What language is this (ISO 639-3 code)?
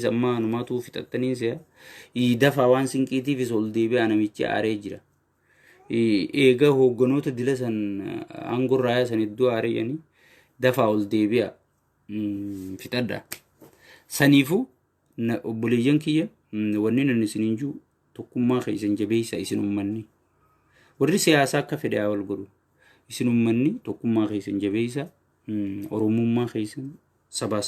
orm